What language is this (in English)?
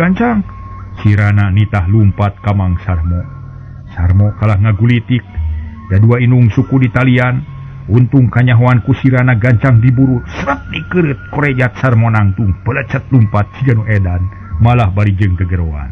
Sundanese